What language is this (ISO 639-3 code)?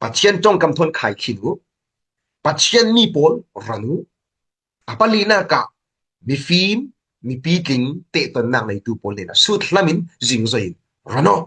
cfm